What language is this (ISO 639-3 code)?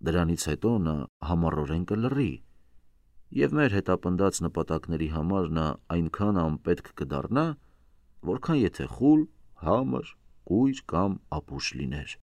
hye